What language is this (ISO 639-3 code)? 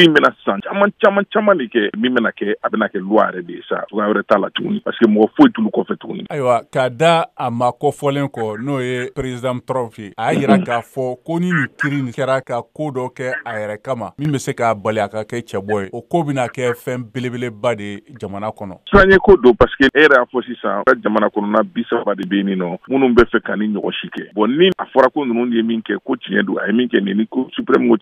bam